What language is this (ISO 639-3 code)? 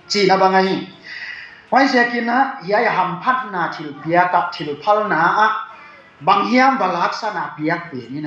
ctd